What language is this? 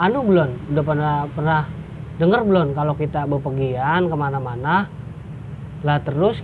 Betawi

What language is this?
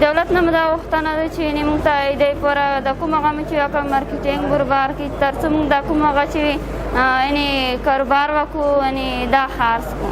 Pashto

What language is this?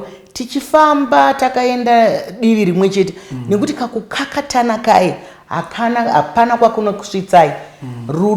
Shona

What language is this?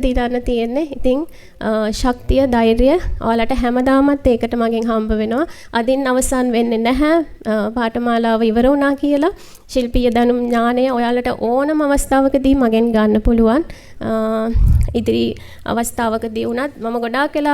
Sinhala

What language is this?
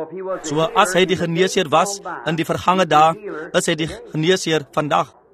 Afrikaans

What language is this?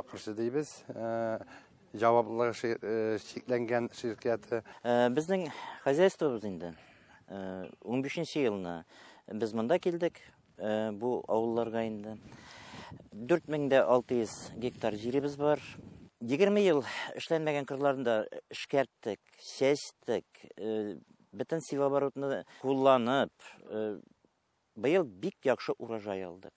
Tatar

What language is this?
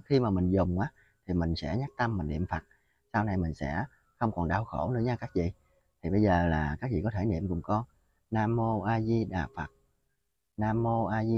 Vietnamese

